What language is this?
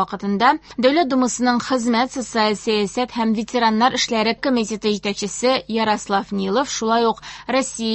Tatar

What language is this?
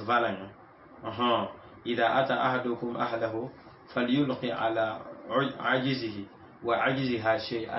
Mossi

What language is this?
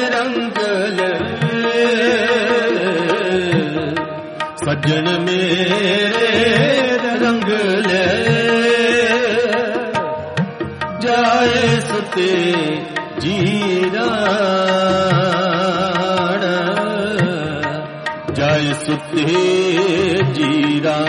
Punjabi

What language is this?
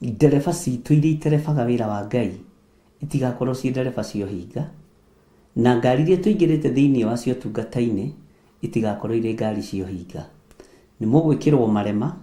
Kikuyu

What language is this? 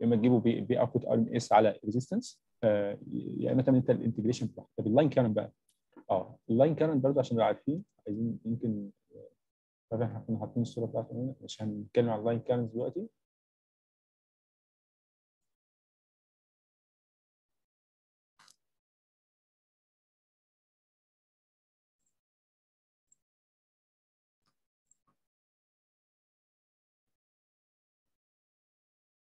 Egyptian Arabic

